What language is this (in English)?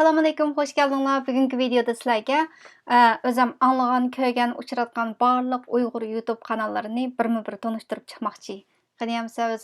Uyghur